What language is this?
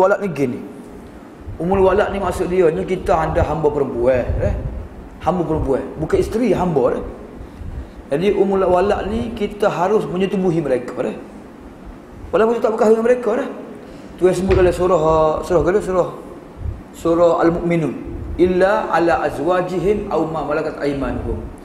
Malay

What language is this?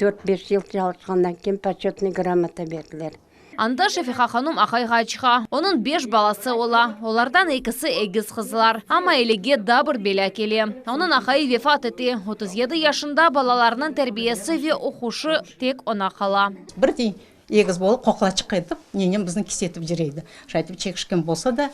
Crimean Tatar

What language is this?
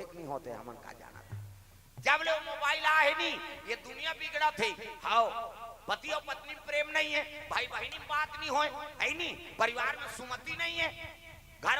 Chhattisgarhi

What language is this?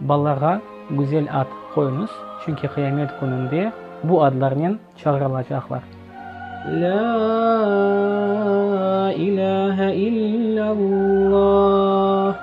Crimean Tatar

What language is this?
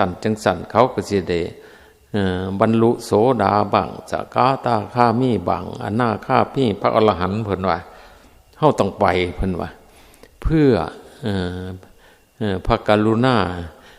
Northeastern Thai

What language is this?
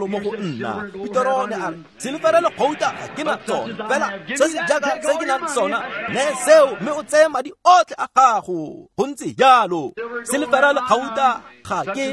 Tswana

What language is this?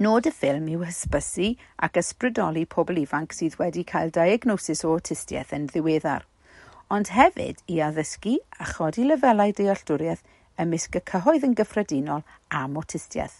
Welsh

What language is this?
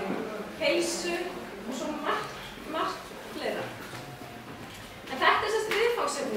Icelandic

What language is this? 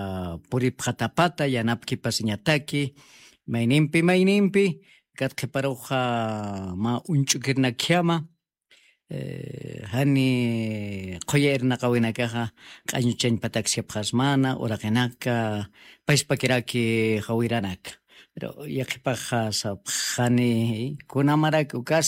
Aymara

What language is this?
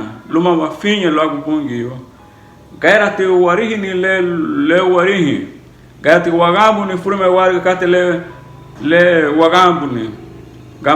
Garifuna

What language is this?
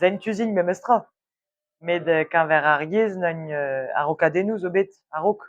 Breton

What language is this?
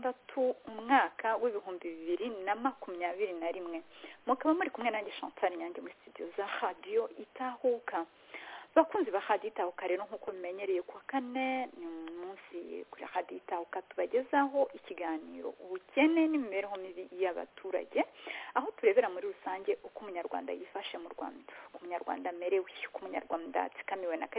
Kinyarwanda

